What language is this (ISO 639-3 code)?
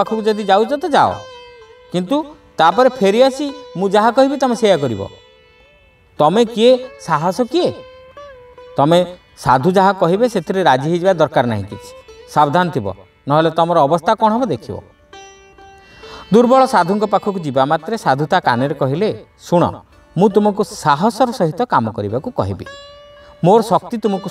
ori